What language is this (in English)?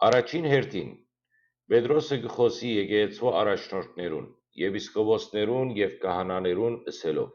Western Armenian